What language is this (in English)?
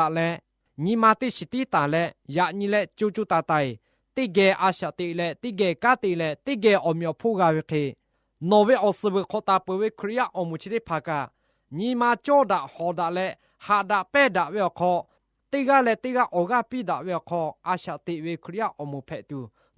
Lahu